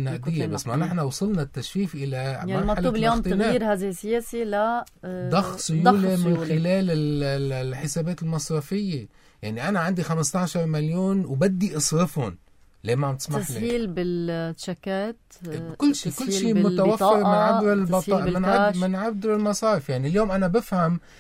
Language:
North Levantine Arabic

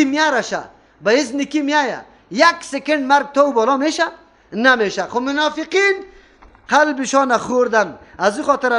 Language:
Persian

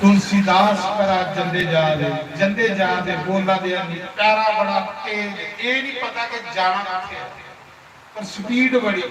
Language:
Dogri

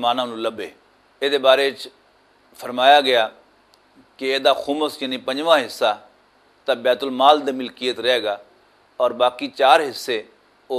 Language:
Western Panjabi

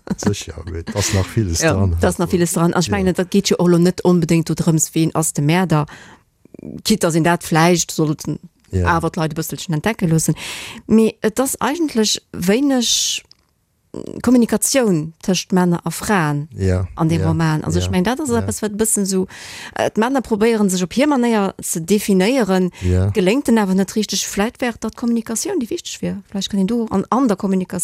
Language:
Luxembourgish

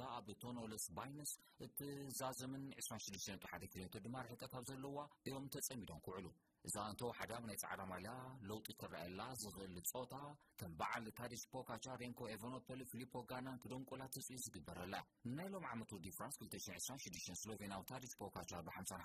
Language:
Tigrinya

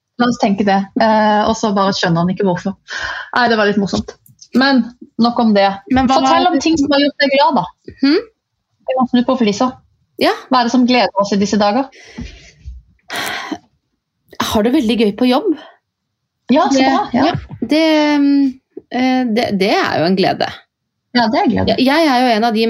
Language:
Norwegian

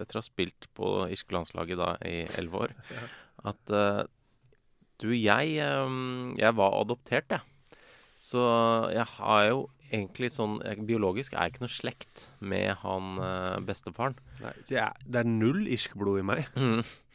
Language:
Norwegian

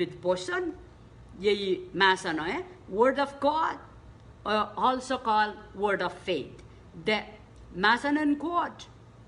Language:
Pohnpeian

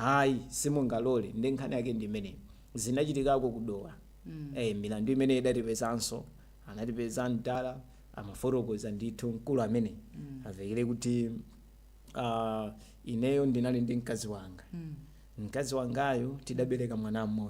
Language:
Nyanja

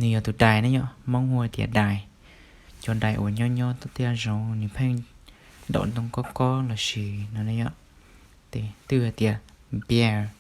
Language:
Hmong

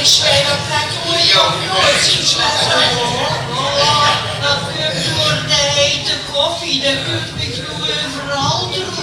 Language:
Limburgish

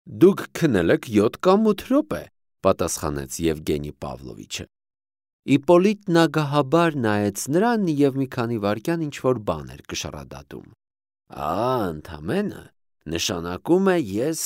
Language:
Armenian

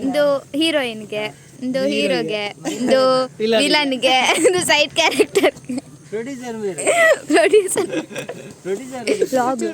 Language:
Tulu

